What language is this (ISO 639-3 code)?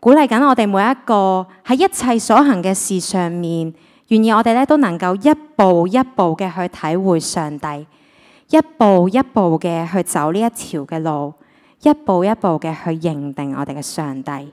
yue